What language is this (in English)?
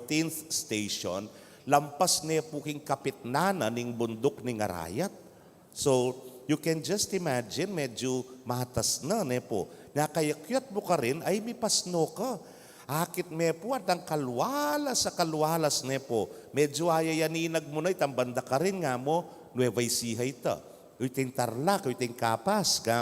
Pampanga